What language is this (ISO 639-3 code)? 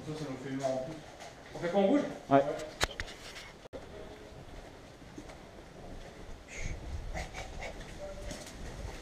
fra